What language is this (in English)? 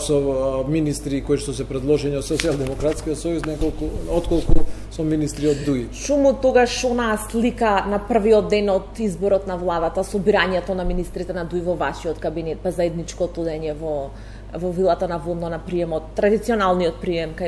Macedonian